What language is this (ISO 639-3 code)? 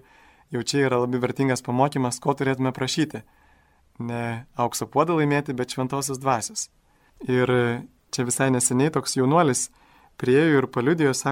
lit